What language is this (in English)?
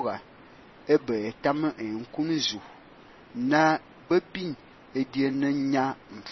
Fang